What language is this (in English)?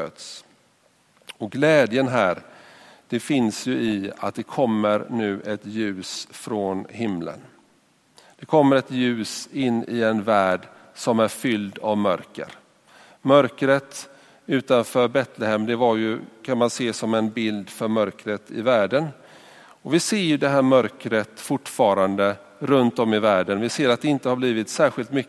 Swedish